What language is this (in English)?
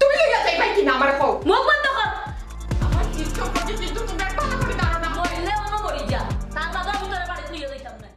Sylheti